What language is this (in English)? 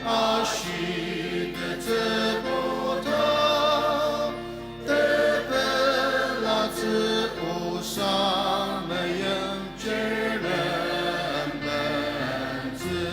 Ao Naga